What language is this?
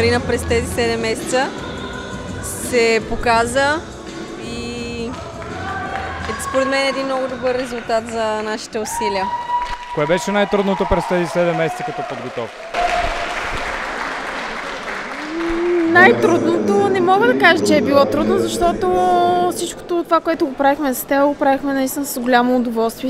Bulgarian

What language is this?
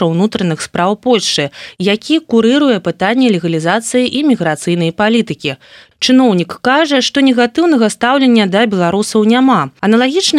Belarusian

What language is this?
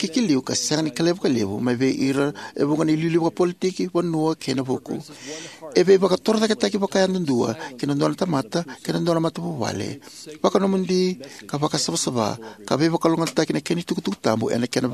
Fijian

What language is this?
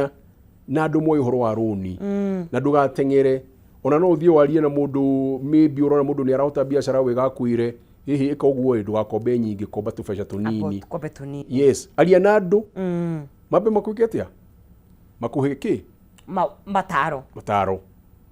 Kikuyu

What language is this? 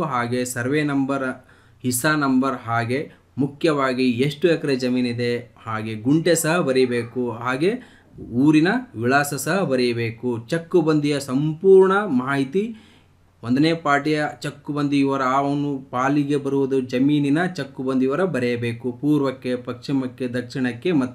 Kannada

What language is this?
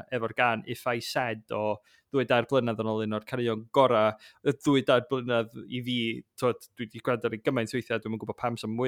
Welsh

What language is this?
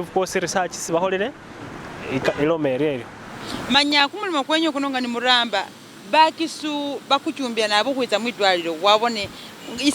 Masaaba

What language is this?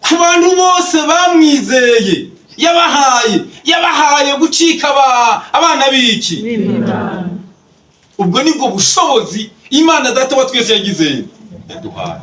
Rundi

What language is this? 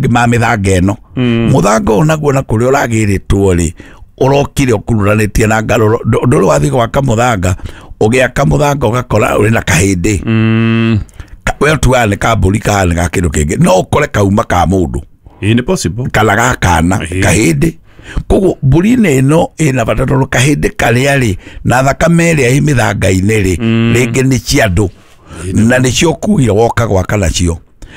Kikuyu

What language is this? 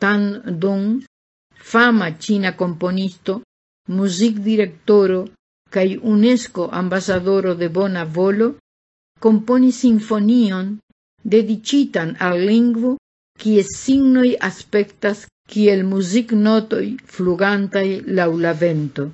Esperanto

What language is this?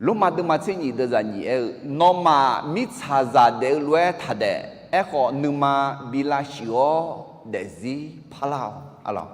Akha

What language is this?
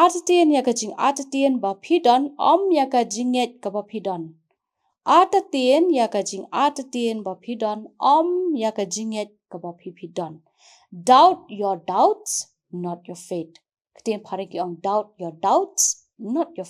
Khasi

